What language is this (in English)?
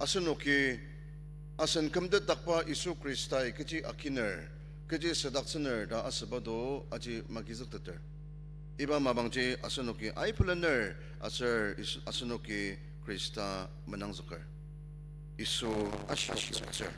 Ao Naga